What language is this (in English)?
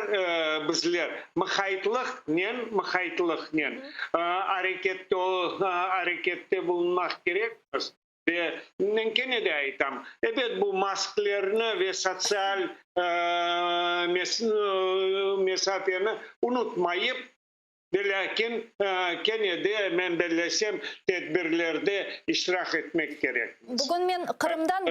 Crimean Tatar